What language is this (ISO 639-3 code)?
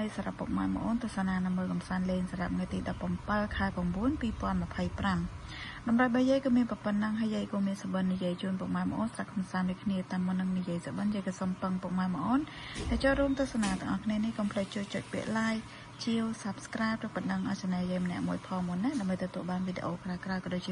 khm